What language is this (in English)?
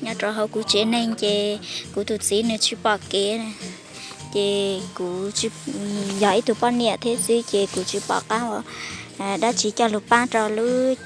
Hmong